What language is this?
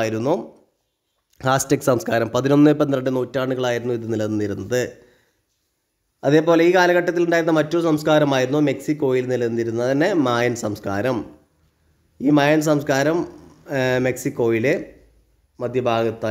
Malayalam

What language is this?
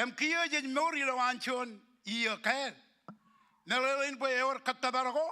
Marshallese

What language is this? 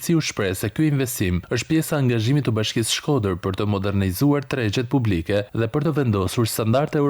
Albanian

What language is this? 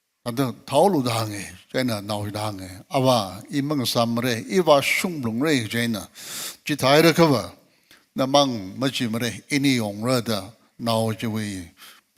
Tangkhul Naga (India)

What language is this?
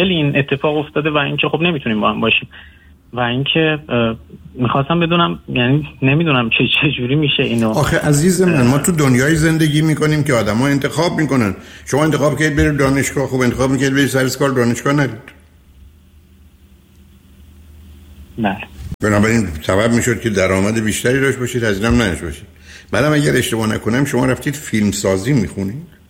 Persian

